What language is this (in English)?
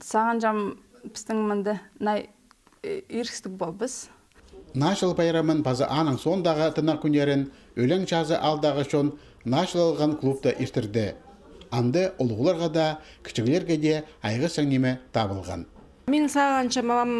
Khakas